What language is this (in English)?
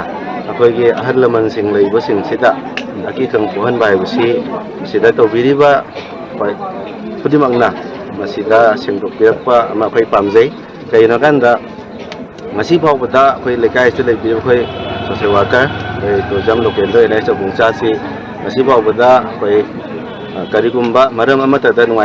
Manipuri